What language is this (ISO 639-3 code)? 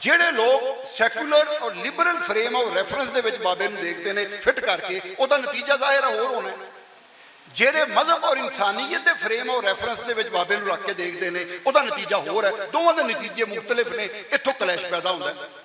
lah